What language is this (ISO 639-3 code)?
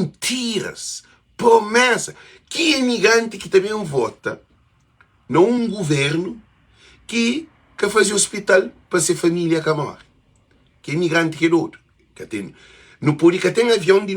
kea